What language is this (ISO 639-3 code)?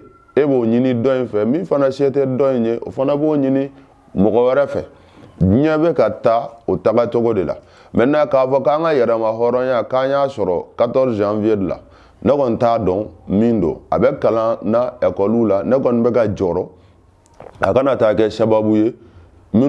bam